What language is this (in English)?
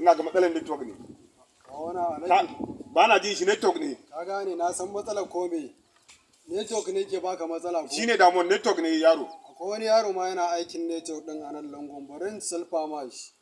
Hausa